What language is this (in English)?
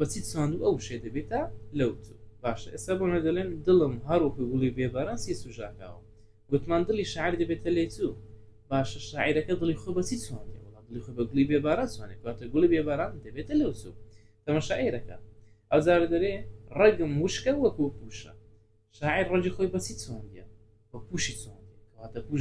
Central Kurdish